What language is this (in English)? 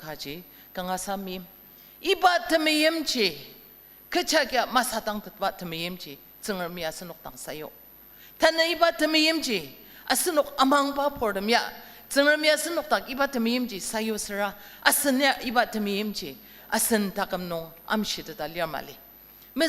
Ao Naga